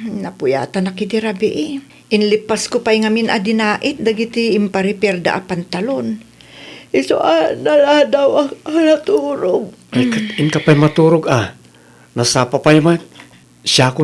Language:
Iloko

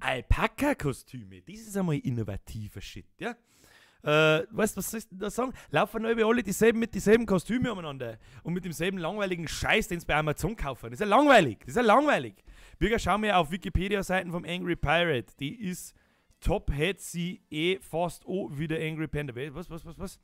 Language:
Bavarian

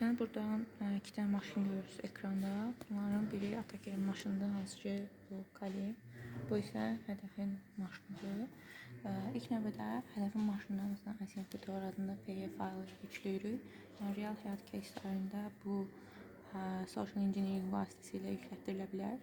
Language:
Azerbaijani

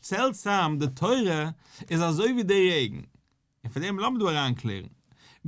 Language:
Yiddish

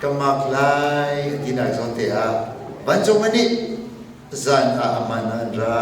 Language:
Hakha Chin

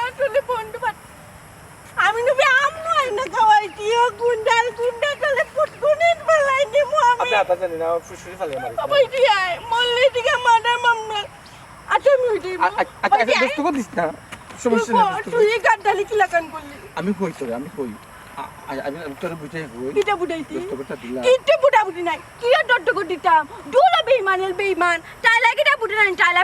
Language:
Sylheti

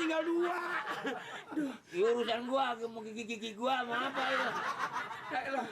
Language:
Betawi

